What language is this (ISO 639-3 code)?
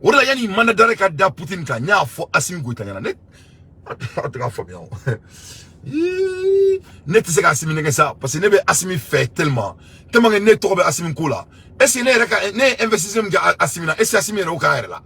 bam